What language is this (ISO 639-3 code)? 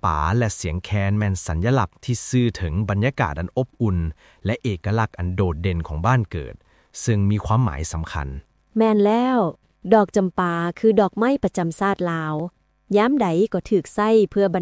lao